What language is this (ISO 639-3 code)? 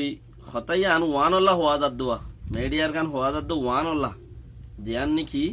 rhg